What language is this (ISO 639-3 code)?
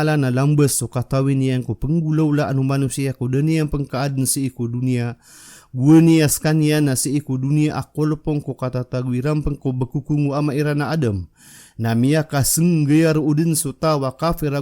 mrw